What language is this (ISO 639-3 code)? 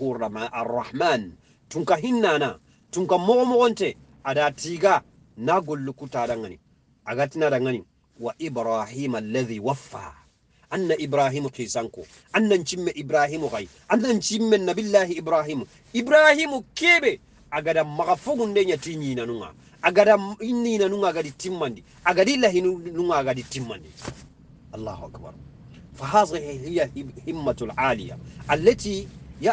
snk